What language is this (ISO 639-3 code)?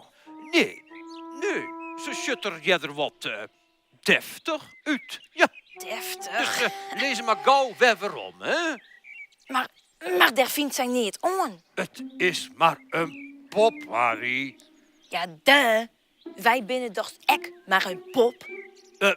fry